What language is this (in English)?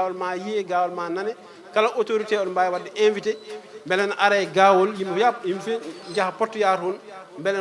Fula